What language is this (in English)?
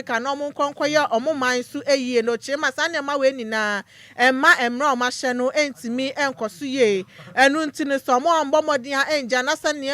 Akan